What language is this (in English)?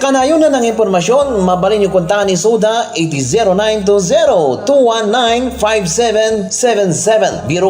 Iloko